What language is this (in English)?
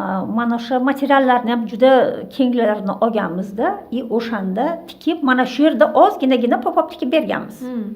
Uzbek